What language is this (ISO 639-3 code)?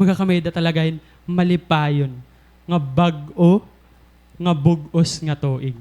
war